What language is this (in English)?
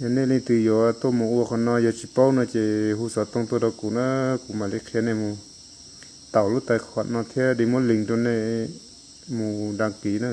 Hmong